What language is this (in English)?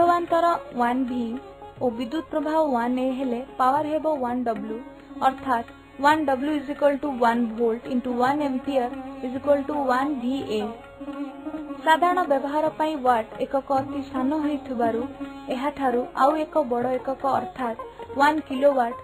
Odia